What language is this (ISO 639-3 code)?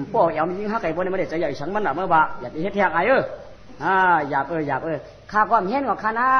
shn